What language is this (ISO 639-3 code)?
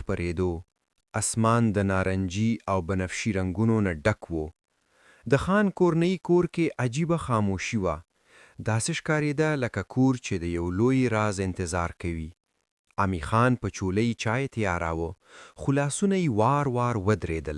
pus